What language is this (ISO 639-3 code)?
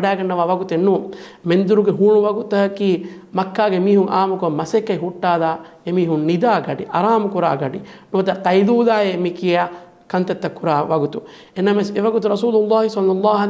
div